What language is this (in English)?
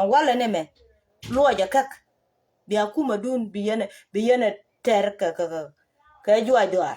Nuer